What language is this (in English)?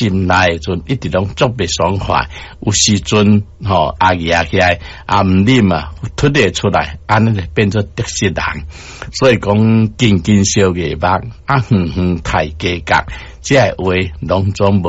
Min Nan Chinese